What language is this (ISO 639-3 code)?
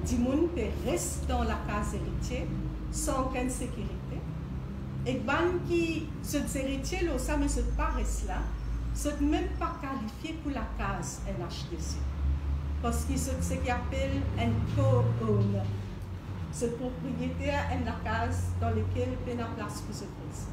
mfe